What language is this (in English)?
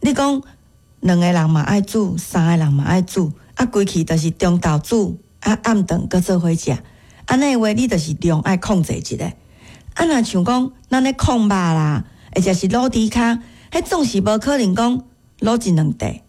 Min Nan Chinese